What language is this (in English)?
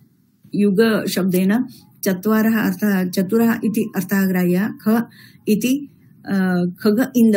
Sanskrit